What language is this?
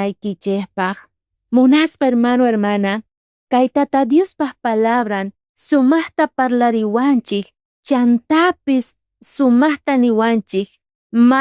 South Bolivian Quechua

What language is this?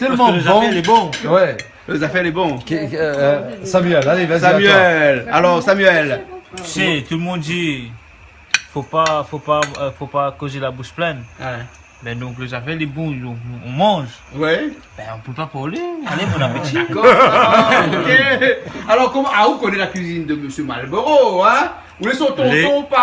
Réunion Creole French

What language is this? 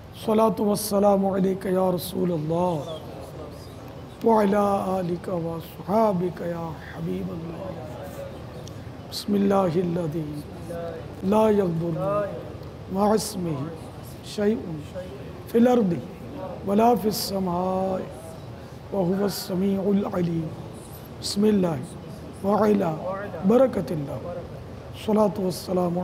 Urdu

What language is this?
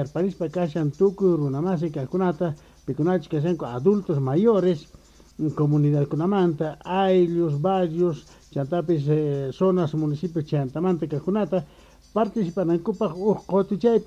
South Bolivian Quechua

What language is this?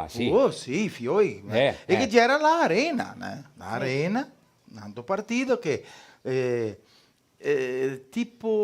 Venetian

